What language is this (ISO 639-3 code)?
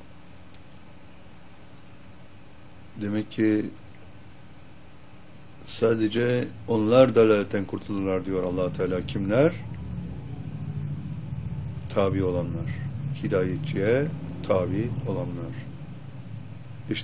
tur